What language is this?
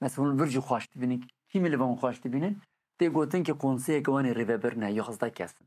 Kurdish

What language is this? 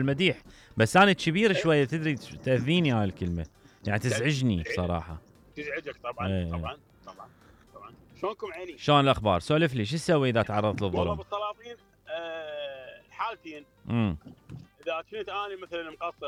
Mesopotamian Arabic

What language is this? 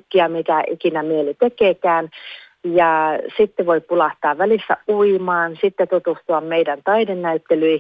Finnish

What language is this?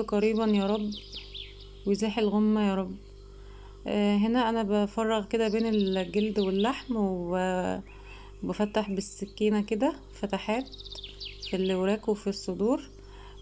Egyptian Arabic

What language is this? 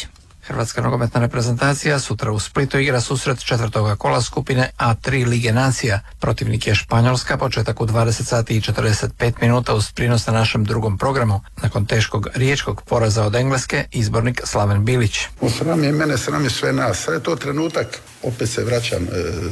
Croatian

